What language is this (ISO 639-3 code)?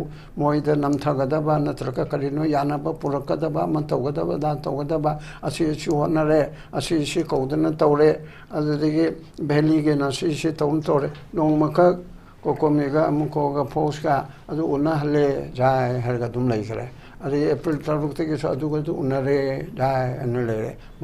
mni